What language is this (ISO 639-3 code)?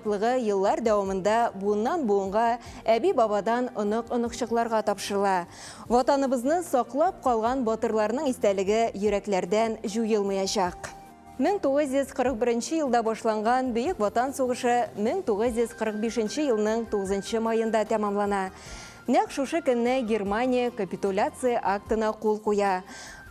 tat